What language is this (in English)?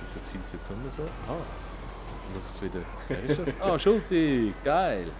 Swiss German